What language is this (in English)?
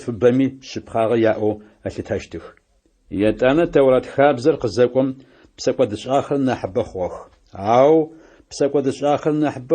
Adyghe